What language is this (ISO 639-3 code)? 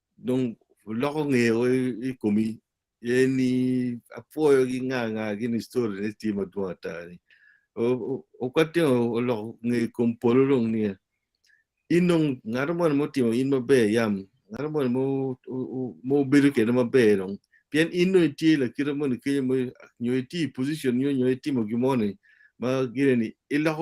ach